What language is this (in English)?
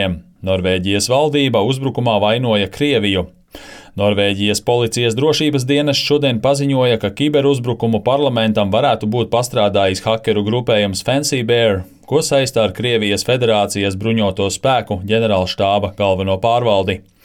Latvian